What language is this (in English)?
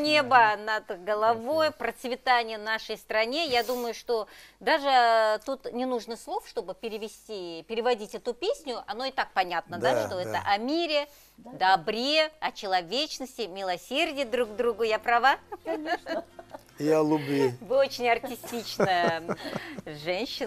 Russian